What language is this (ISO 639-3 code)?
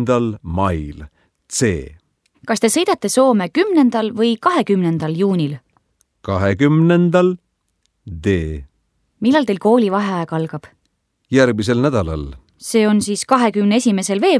est